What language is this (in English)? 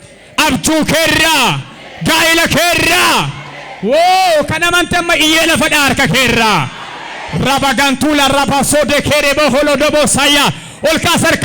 Oromo